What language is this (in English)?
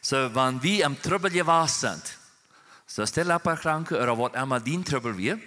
Plautdietsch